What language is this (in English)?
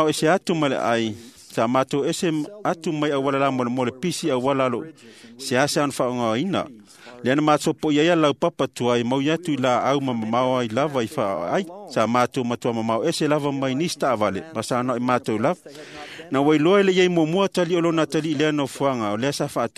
Samoan